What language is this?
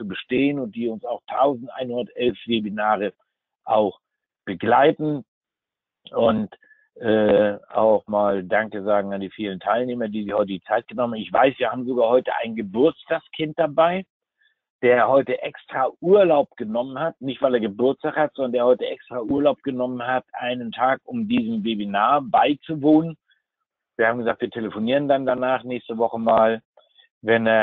German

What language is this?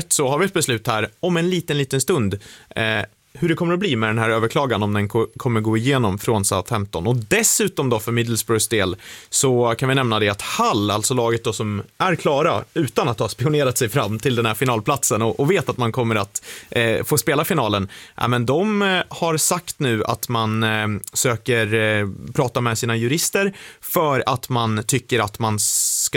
Swedish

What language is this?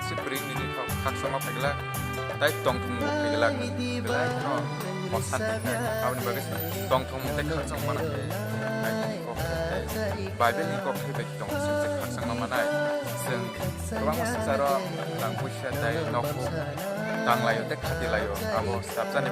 Kok Borok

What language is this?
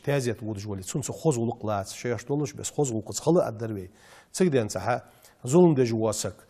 Ingush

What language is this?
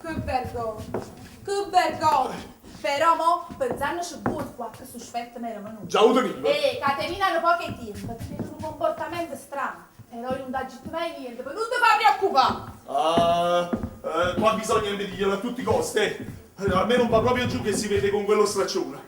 Neapolitan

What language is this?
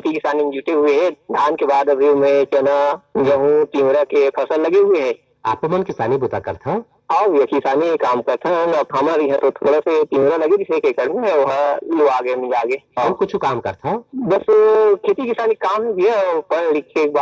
Chhattisgarhi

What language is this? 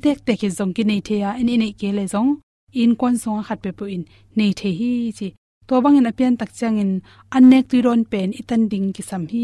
Tedim Chin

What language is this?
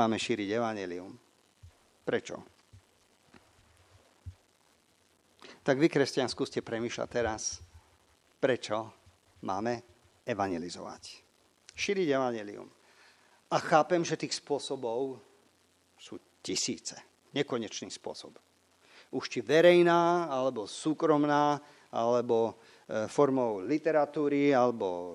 Slovak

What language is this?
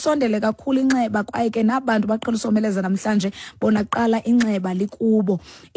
Xhosa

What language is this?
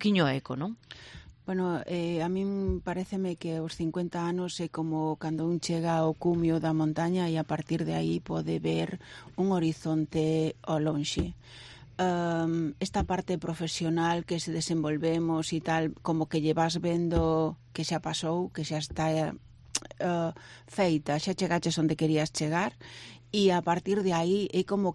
Galician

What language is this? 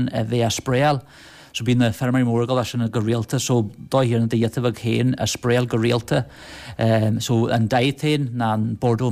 Irish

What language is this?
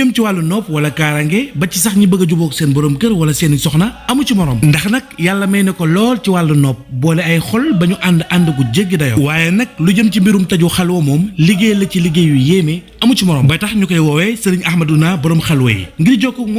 Wolof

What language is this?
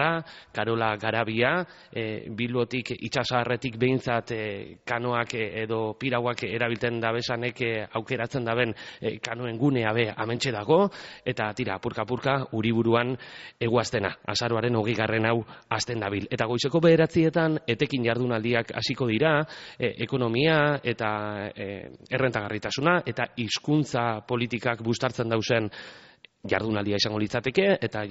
Basque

